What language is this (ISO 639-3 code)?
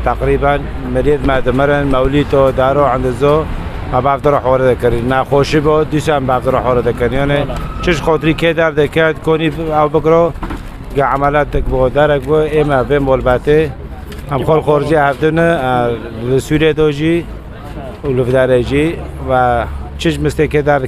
kur